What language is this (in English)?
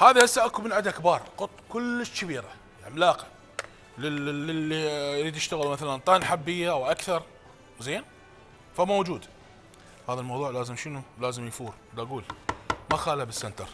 Mesopotamian Arabic